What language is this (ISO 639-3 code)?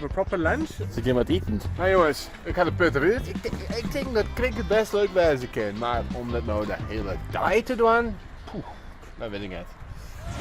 fry